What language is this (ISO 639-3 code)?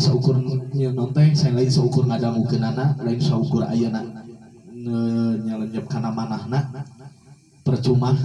sun